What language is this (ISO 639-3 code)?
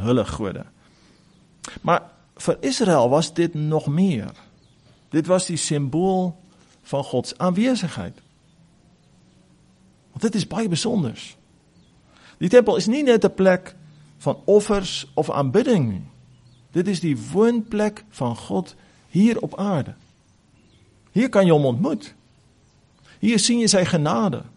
afr